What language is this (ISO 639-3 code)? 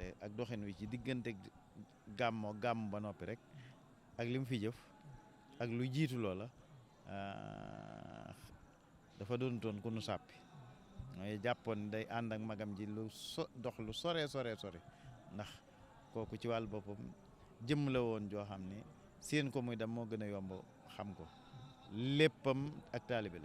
wol